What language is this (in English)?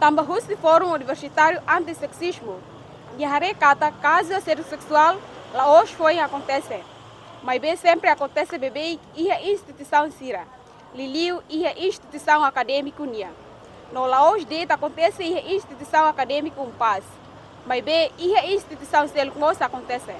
Tetum